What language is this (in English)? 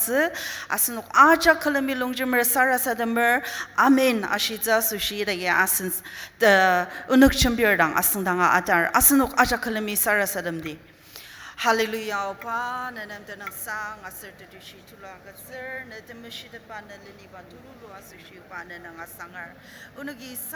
Ao Naga